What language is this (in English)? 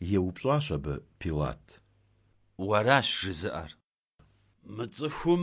Kabardian